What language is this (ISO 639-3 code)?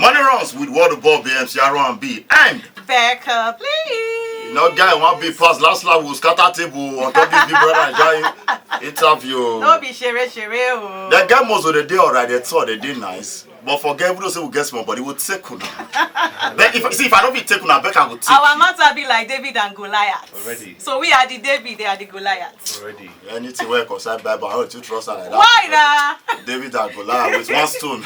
pcm